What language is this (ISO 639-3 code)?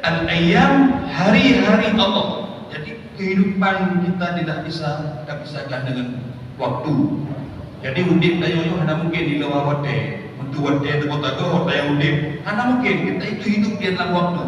ace